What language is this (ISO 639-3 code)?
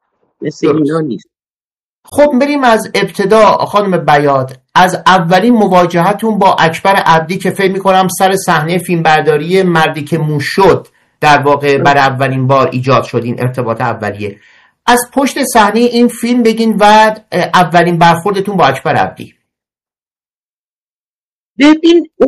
fas